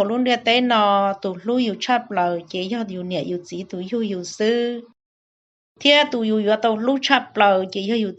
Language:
Hmong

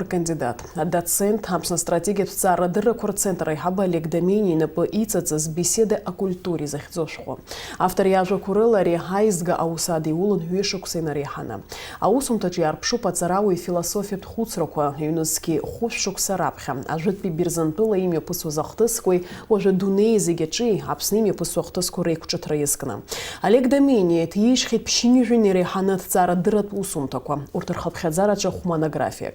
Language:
Abkhazian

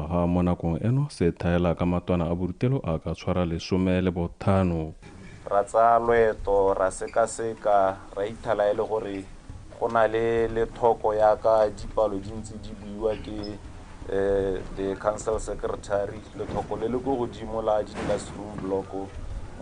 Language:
Tswana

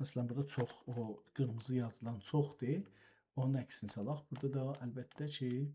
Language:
South Azerbaijani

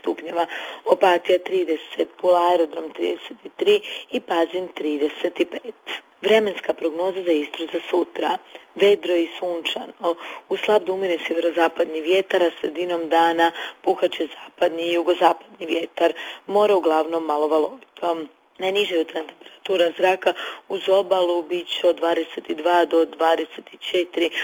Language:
Croatian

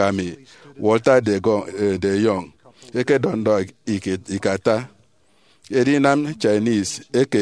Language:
Efik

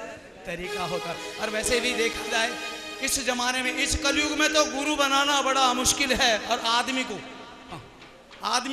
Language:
Hindi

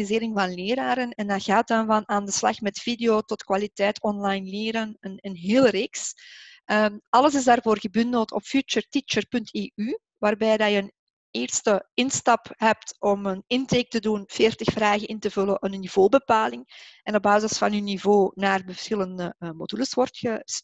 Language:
Dutch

